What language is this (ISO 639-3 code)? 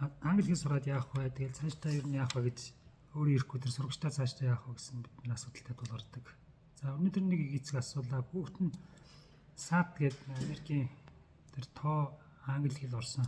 mon